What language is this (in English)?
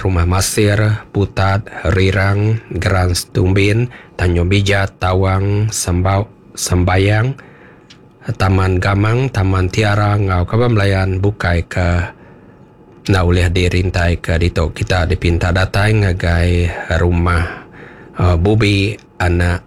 Iban